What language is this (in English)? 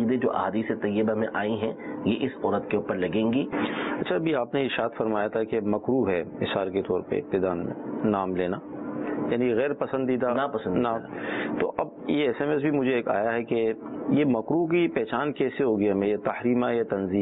Urdu